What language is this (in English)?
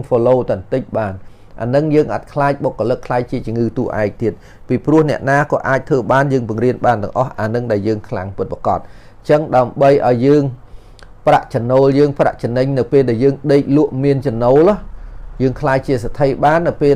Khmer